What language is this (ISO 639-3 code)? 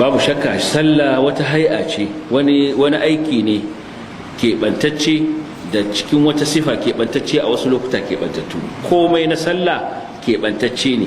hau